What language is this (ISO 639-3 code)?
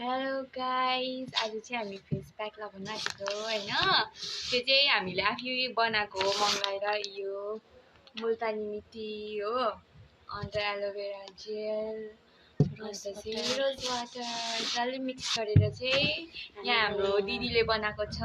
nep